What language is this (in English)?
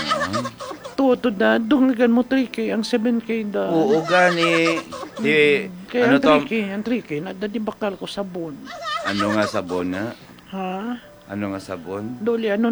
Hiligaynon